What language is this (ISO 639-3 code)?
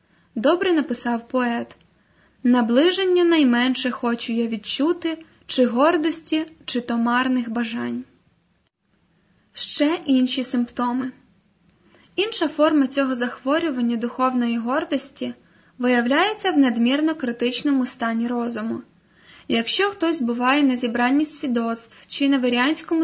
ukr